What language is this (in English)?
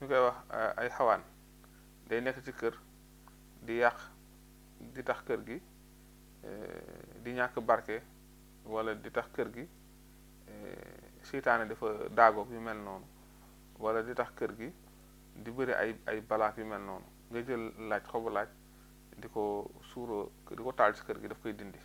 Wolof